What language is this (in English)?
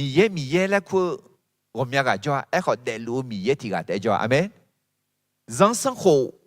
Akha